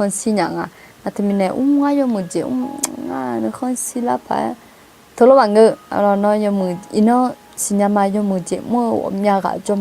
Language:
Akha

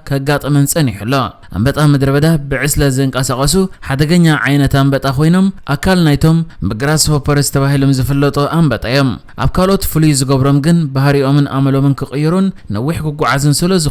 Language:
Tigrinya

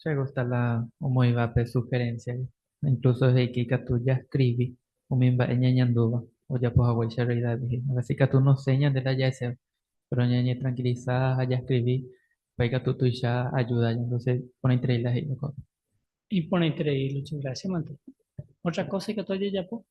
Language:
Guarani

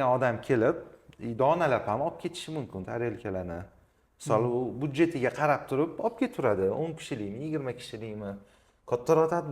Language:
Uzbek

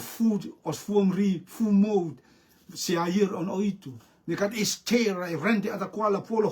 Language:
Rotuman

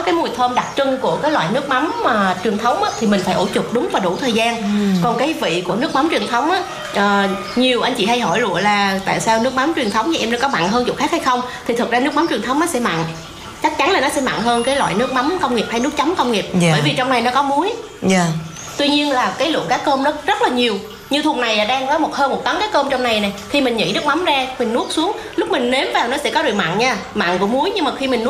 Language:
Vietnamese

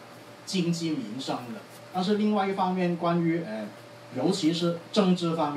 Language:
Chinese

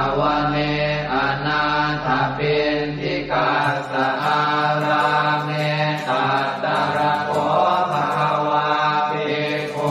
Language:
Pali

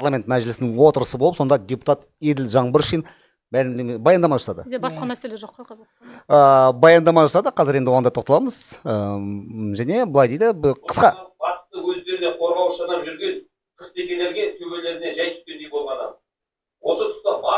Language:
Kazakh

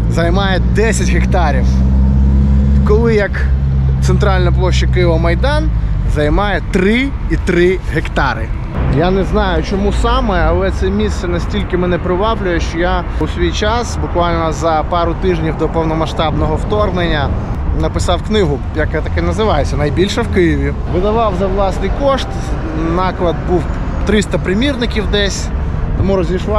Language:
Ukrainian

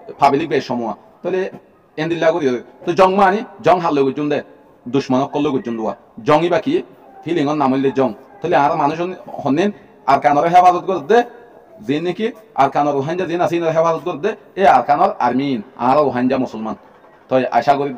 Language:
Rohingya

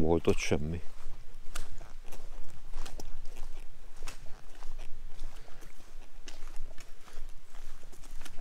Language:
Hungarian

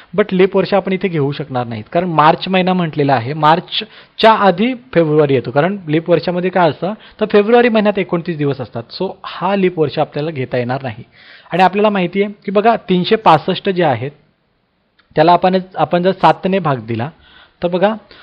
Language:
Marathi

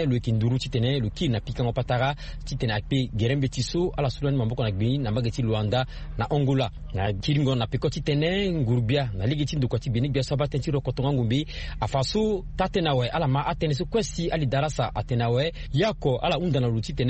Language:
Sango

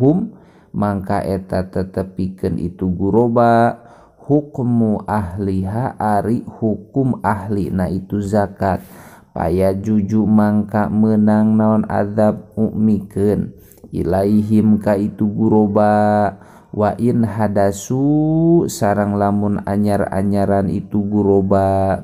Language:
Sundanese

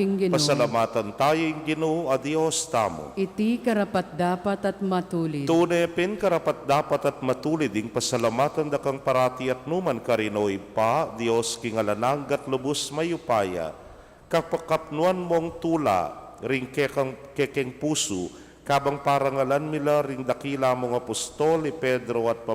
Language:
Pampanga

